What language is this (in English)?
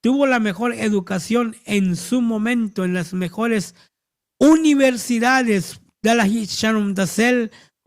Tzotzil